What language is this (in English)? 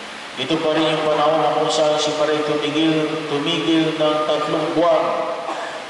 Filipino